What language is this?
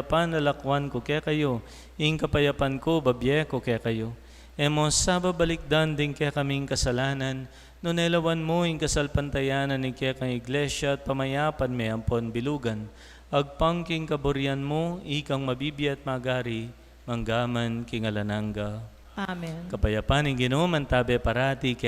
Pampanga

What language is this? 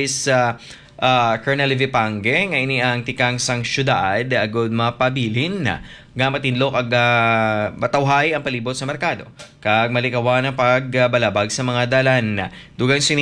Hiligaynon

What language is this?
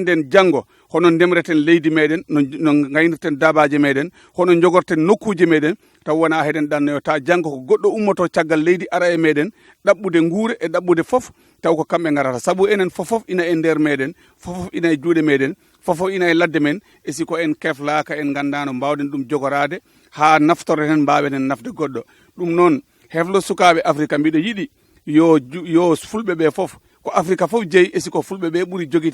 Fula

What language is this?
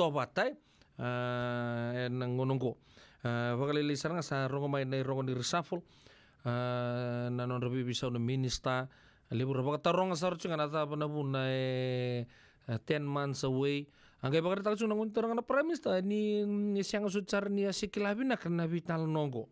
Fijian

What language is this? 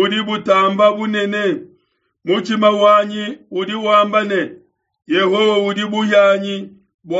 Luba-Lulua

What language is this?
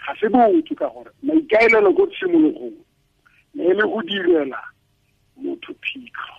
Tswana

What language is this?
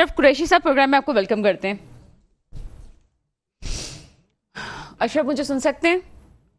Urdu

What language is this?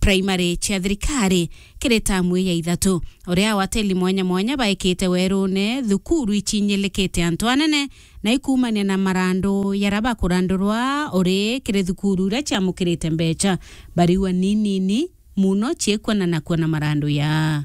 Meru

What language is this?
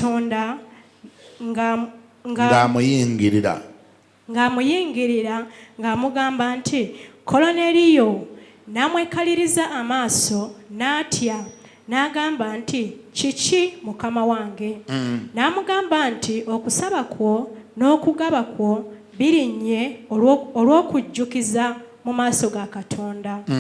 Ganda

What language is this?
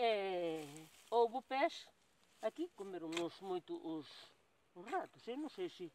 Galician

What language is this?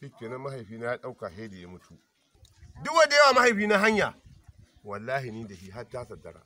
Hausa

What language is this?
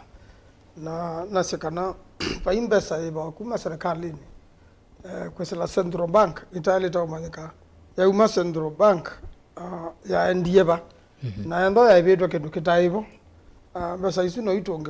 Kamba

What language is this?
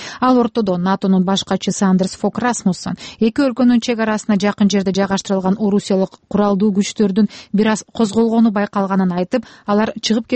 Kyrgyz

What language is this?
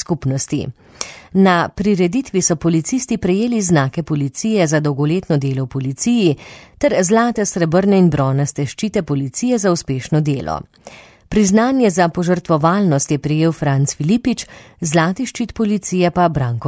Slovenian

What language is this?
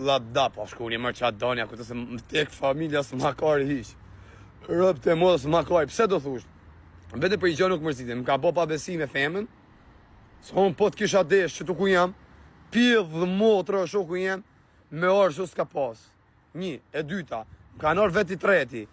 Albanian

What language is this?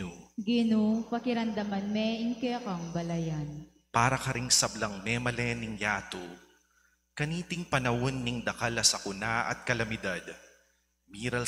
Pampanga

